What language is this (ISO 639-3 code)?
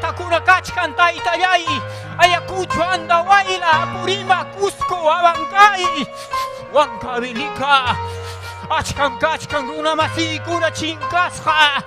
quy